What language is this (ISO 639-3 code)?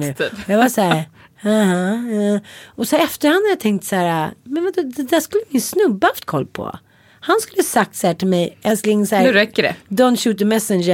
swe